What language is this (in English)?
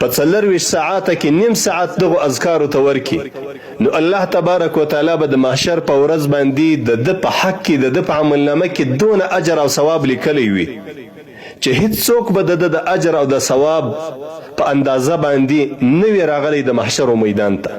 Pashto